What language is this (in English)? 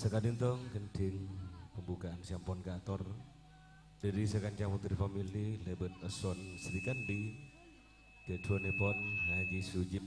Madurese